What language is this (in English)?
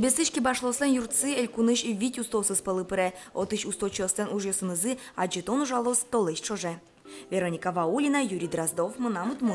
Udmurt